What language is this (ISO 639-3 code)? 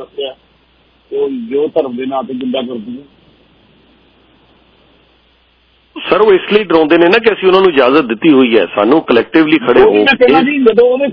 pan